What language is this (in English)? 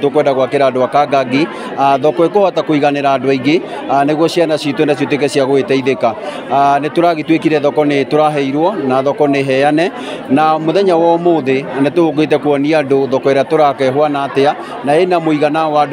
Kikuyu